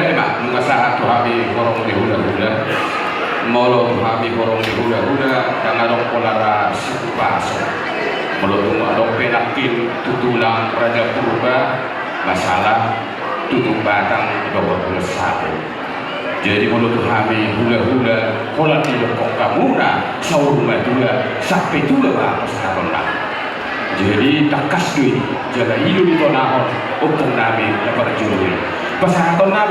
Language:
Batak Toba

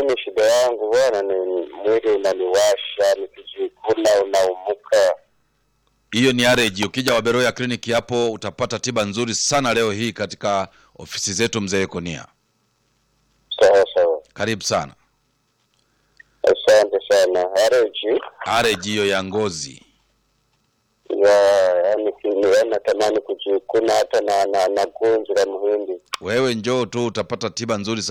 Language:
Swahili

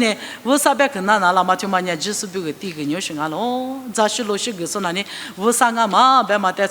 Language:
Lisu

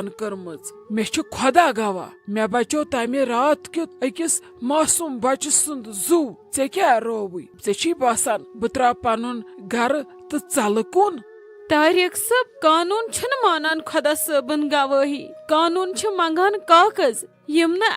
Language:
Kashmiri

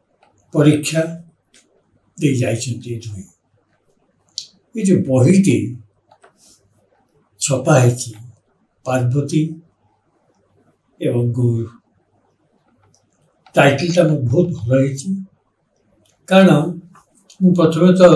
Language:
Odia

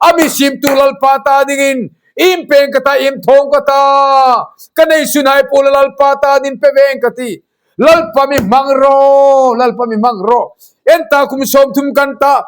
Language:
Hmar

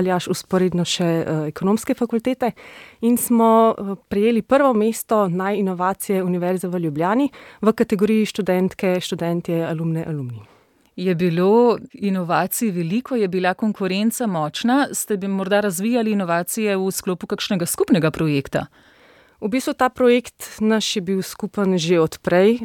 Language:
Slovenian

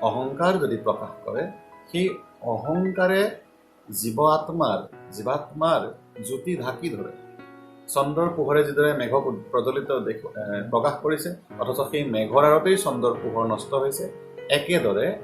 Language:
Assamese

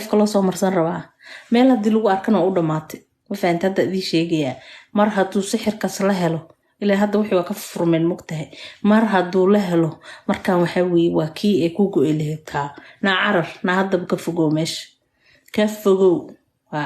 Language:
Somali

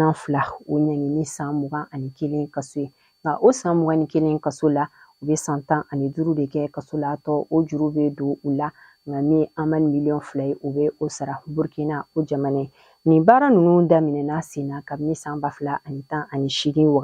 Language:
Bambara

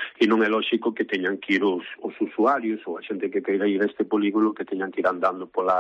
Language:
Galician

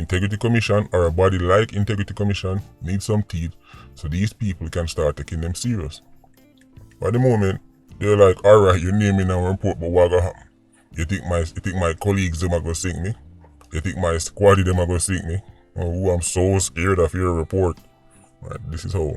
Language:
Jamaican Creole English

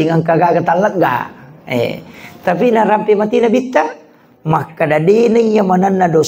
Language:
Buginese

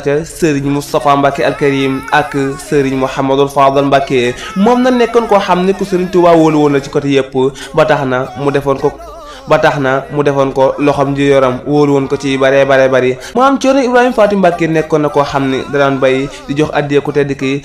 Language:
Wolof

